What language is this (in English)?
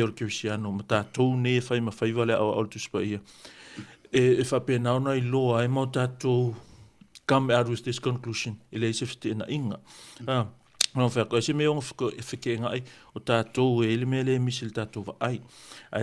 Samoan